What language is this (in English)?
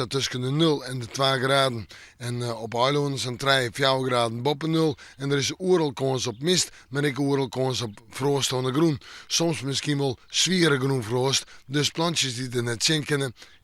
Western Frisian